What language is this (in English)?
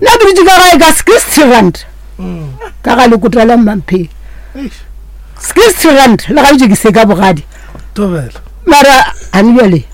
Northern Sotho